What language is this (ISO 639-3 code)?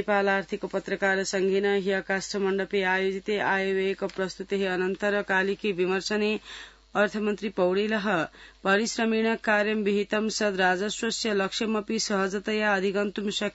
san